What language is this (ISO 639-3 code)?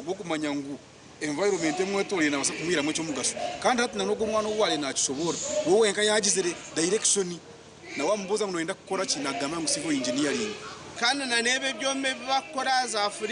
nyn